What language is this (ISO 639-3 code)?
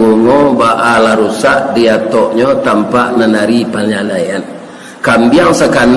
min